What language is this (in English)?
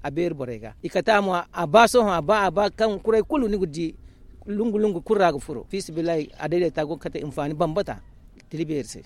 Zarma